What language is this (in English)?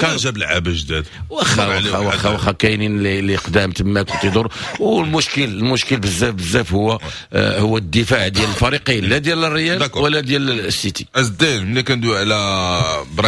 Moroccan Arabic